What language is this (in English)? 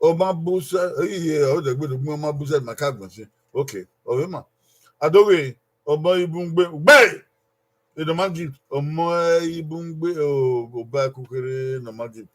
Bini